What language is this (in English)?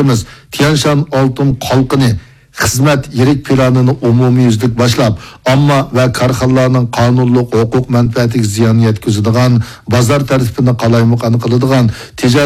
Uyghur